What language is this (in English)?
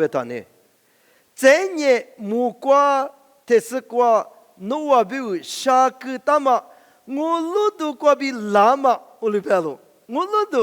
Lisu